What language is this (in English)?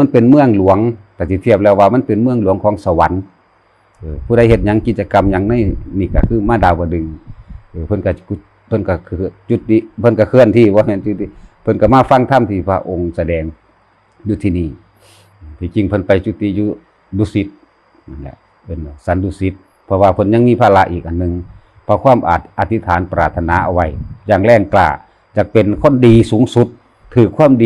Northeastern Thai